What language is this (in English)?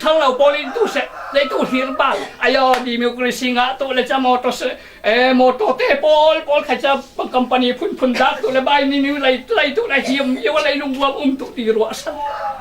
Falam Chin